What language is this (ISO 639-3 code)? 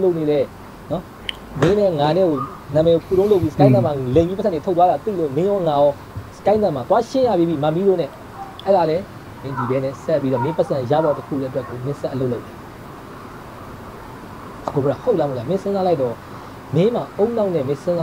mya